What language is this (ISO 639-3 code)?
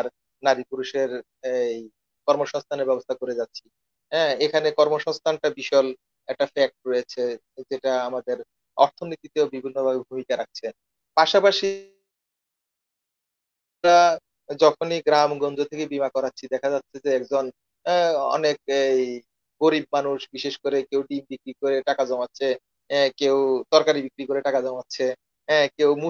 ben